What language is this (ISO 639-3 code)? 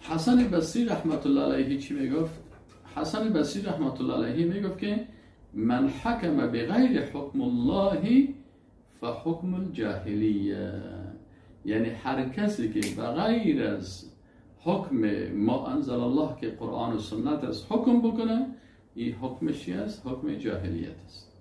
fas